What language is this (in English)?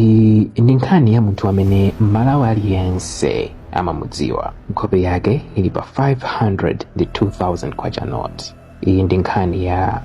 Nyanja